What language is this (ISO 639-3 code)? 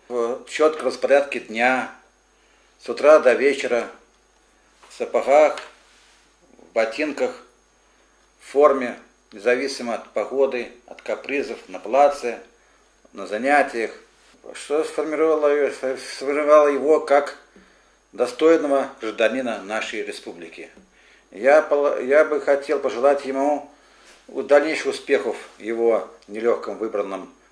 rus